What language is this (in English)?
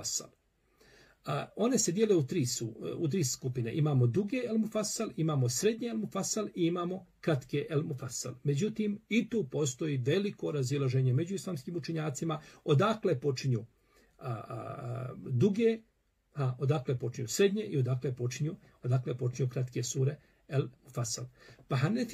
Bosnian